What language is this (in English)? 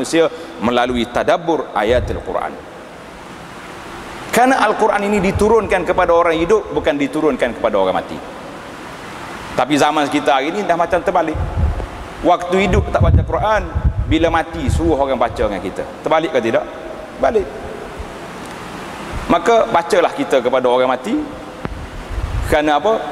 Malay